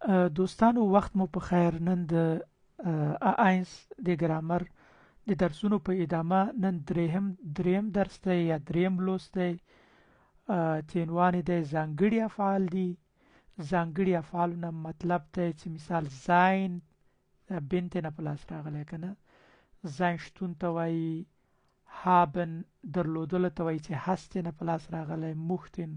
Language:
Pashto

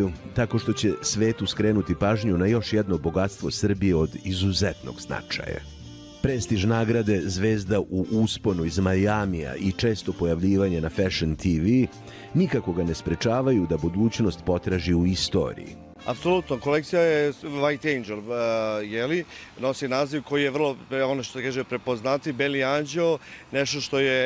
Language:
Serbian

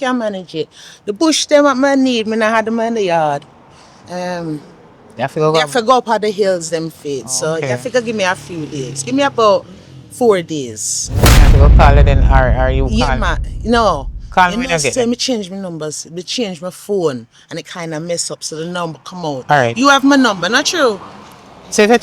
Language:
Jamaican Creole English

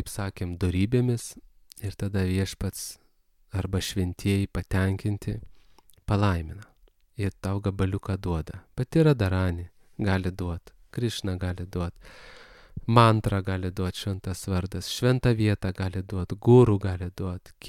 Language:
Lithuanian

